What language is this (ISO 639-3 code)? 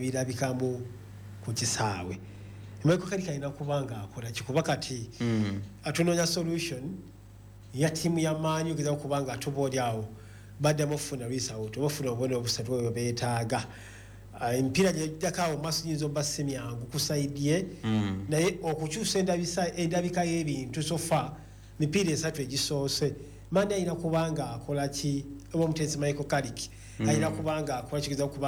lug